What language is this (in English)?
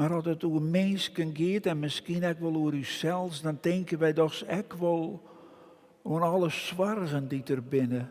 Western Frisian